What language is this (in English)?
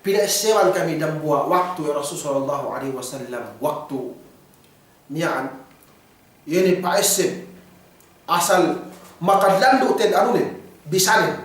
Yakan